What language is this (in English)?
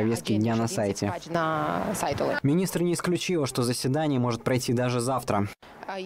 Russian